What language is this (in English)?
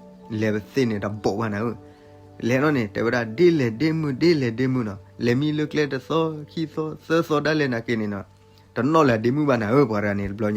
S'gaw Karen